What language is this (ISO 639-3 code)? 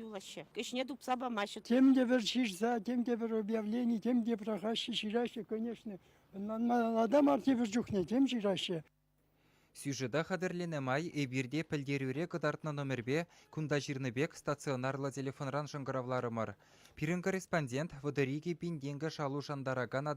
chv